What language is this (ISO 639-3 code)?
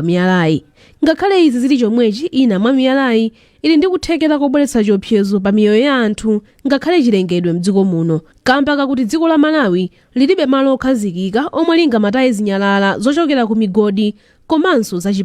nya